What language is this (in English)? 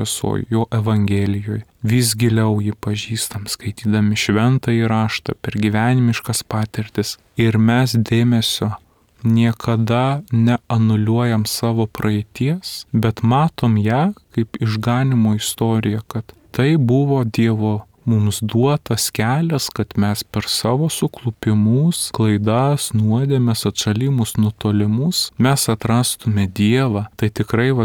Lithuanian